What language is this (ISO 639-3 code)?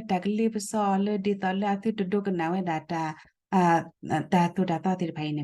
ksw